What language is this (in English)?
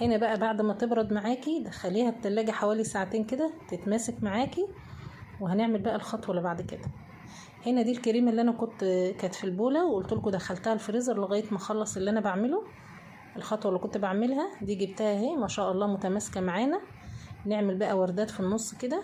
Egyptian Arabic